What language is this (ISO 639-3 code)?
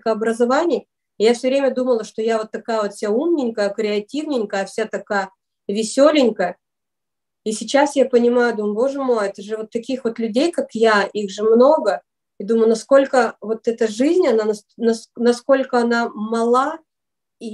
rus